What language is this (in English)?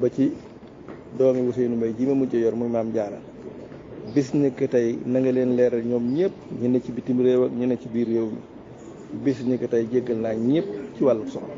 Wolof